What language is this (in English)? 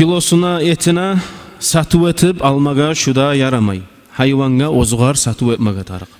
Kumyk